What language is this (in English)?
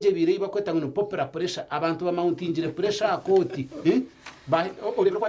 Nyankole